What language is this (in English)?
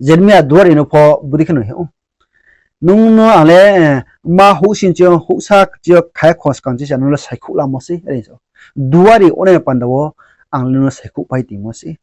Riang (India)